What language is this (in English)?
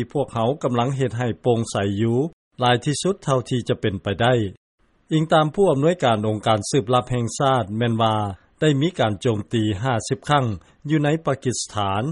Lao